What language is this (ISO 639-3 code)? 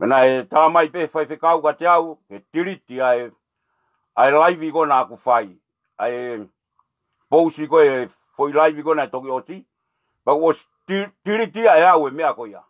ton